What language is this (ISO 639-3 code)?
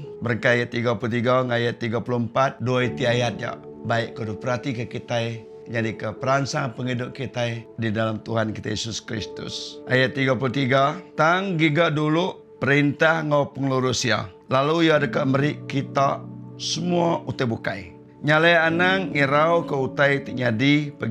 iba